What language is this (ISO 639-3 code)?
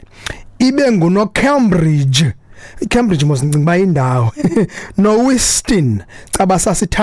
xho